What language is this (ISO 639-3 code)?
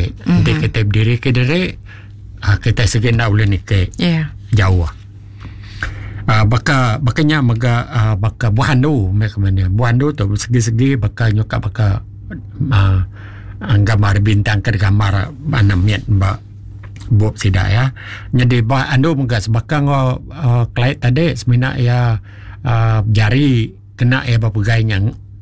iba